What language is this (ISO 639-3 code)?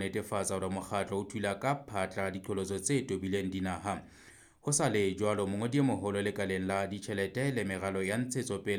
sot